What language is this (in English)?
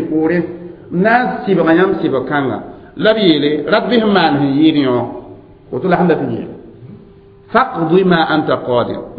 Mossi